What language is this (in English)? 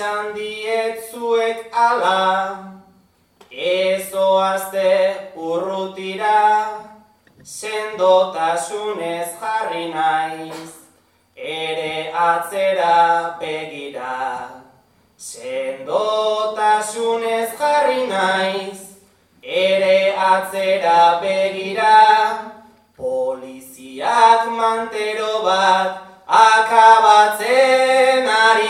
Basque